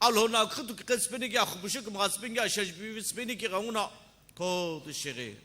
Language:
Sumi Naga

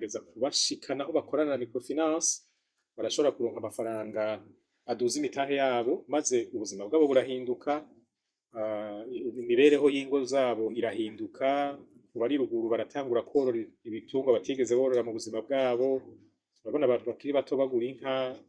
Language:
Rundi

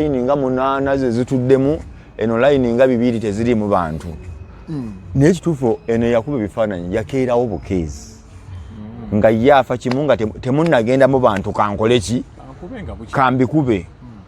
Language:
Ganda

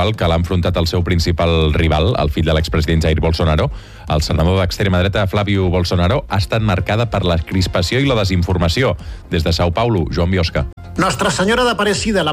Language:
Catalan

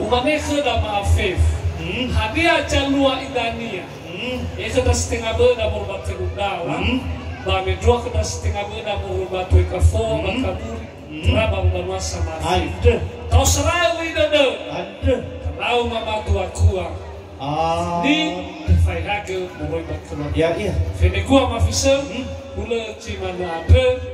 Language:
Nias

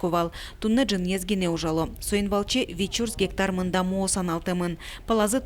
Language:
Udmurt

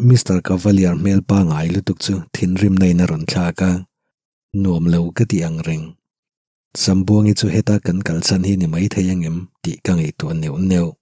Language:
Mizo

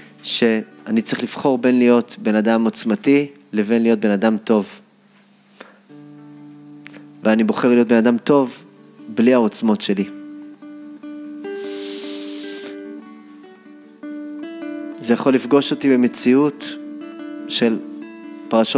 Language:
Hebrew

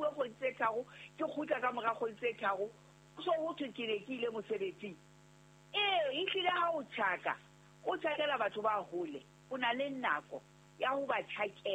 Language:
Southern Sotho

